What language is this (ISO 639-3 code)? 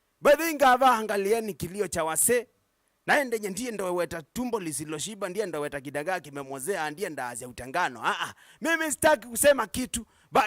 kam